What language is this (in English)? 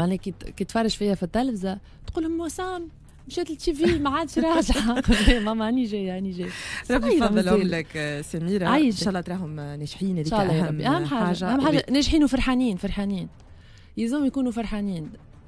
Tunisian Arabic